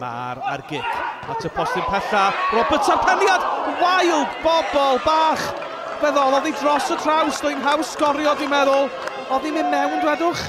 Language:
Welsh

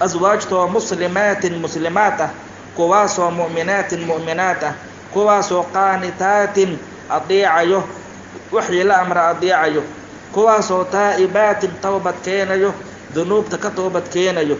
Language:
Somali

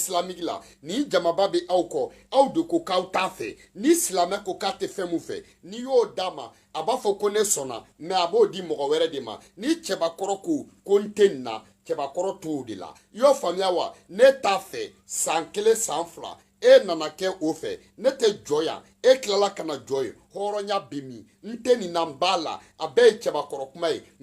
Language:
Bambara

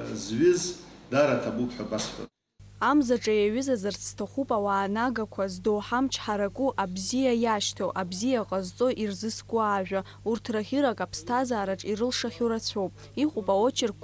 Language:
Abkhazian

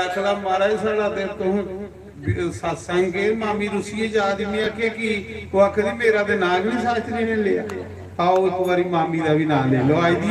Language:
Dogri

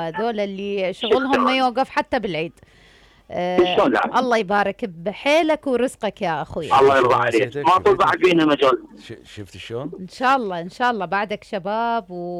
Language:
Mesopotamian Arabic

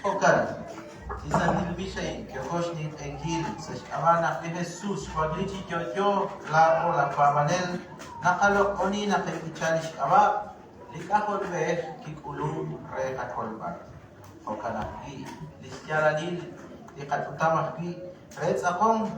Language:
Kekchí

